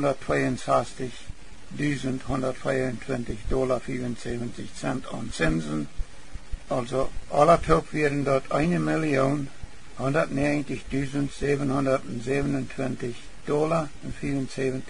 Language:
Plautdietsch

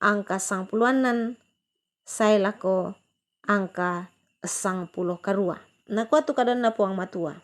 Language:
Toraja-Sa'dan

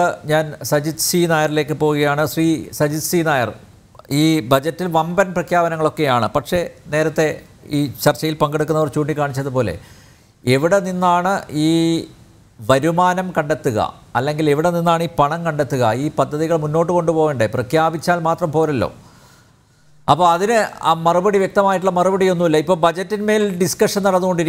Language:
Malayalam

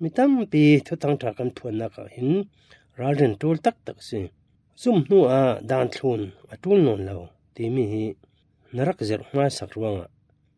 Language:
Falam Chin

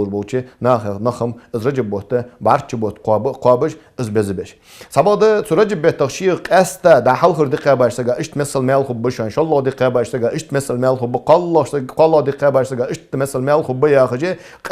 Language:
Ingush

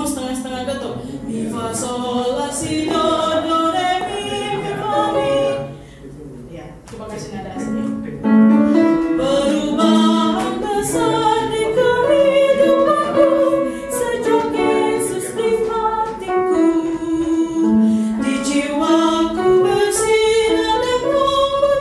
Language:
Indonesian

